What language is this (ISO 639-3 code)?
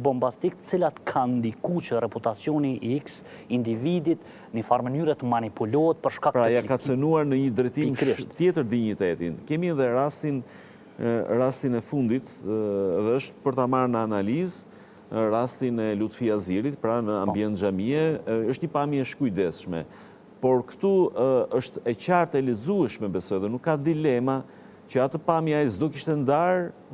sqi